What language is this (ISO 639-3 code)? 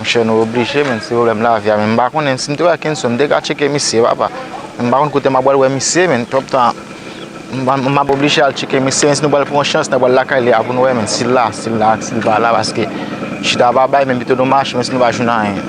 hat